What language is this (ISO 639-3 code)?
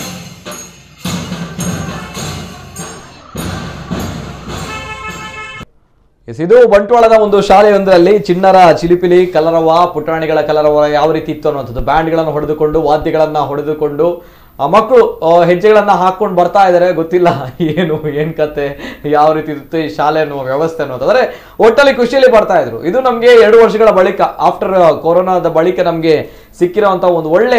kan